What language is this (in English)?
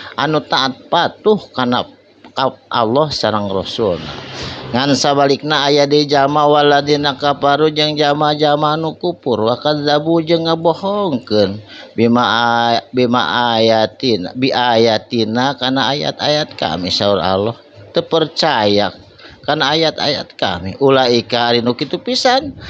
Sundanese